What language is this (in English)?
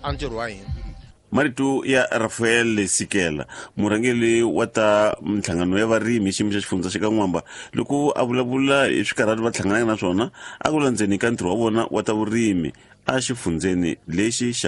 Tsonga